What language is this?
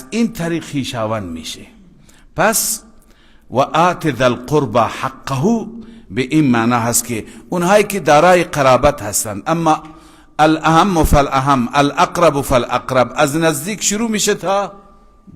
Persian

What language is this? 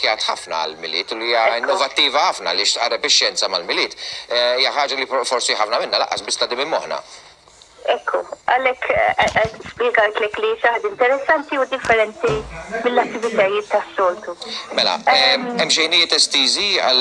Maltese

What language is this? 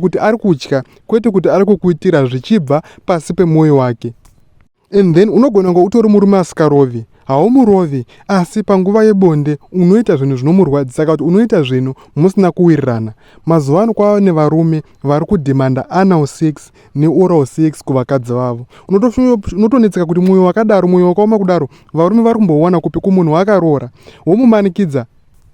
Shona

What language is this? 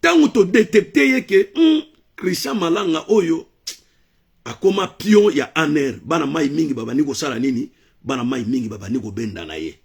Lingala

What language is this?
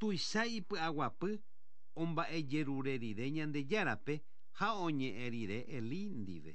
Guarani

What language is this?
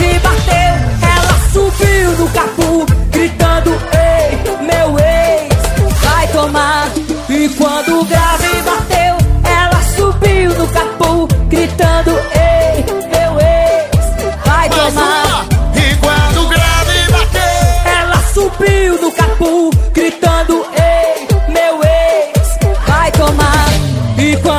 Portuguese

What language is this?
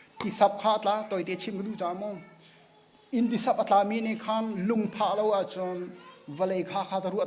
Hakha Chin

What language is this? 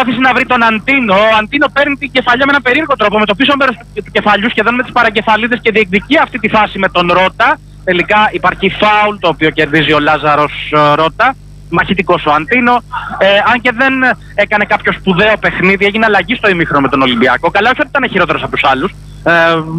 Greek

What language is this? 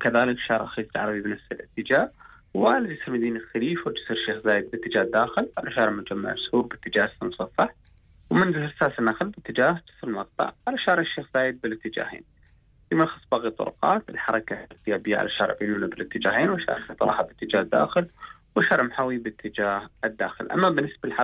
Gulf Arabic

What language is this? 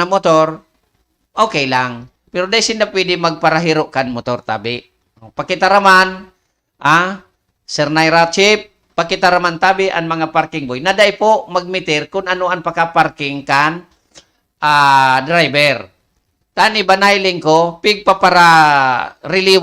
Bikol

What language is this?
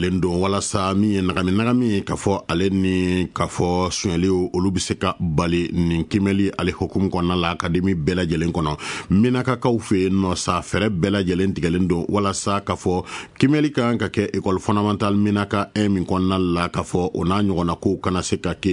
Bambara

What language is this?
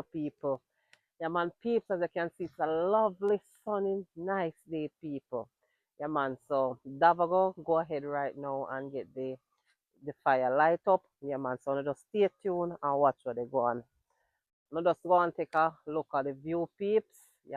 Jamaican Creole English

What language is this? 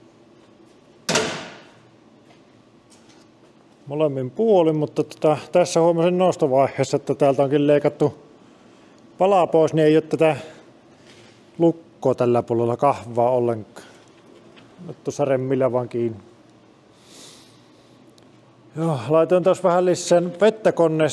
Finnish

